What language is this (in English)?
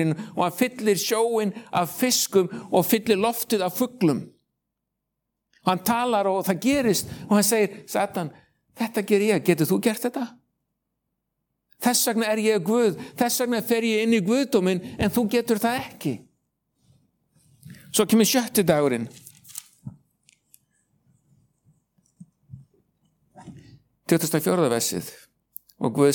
Icelandic